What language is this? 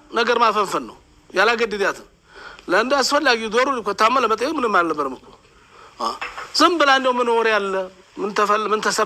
Amharic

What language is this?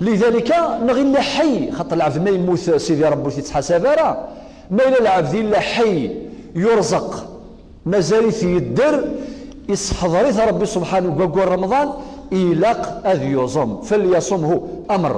Kabyle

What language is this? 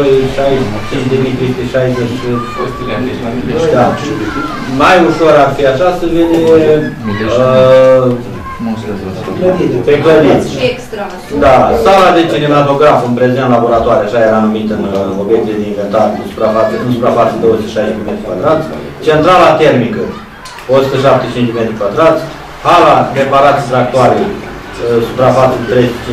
Romanian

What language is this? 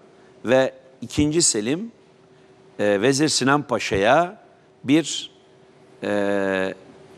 Turkish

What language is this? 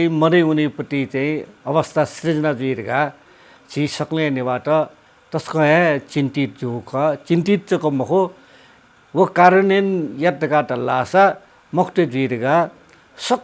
Newari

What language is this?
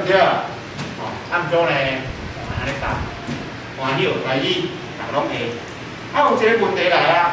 Min Nan Chinese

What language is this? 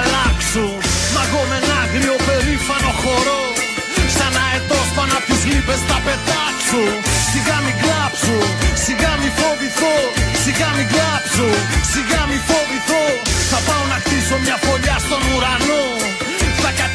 Greek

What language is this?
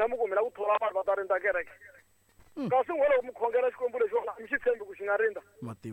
Tsonga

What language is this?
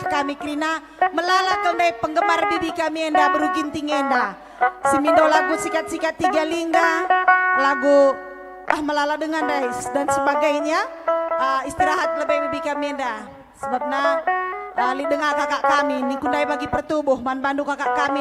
Batak Karo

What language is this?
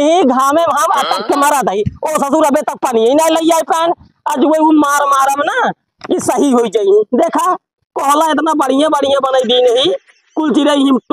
Awadhi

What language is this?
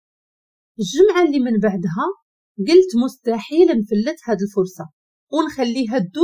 Moroccan Arabic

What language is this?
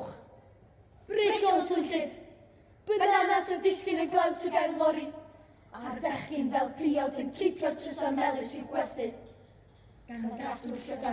Welsh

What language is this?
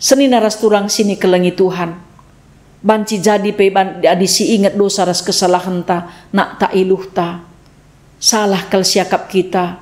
Batak Karo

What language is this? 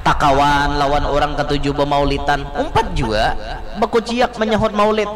Banjar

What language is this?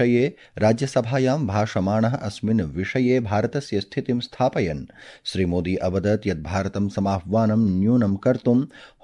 Sanskrit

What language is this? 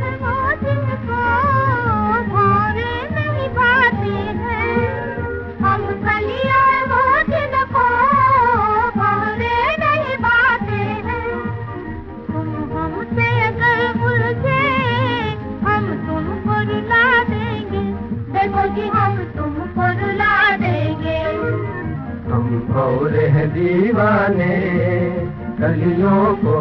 Hindi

